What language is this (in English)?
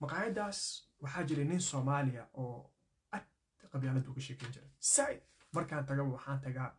Somali